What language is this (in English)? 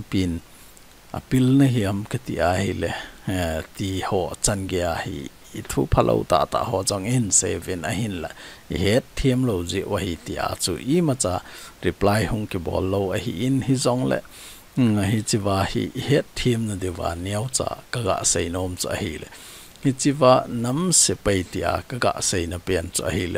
Thado Chin